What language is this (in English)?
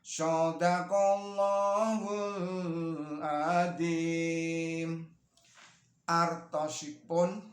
Javanese